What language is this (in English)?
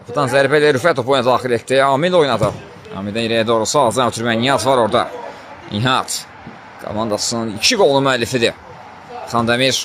Azerbaijani